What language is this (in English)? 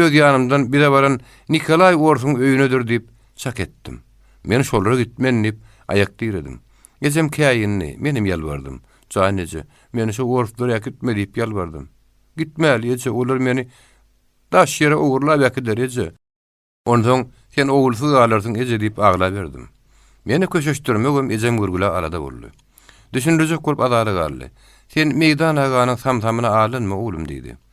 Turkmen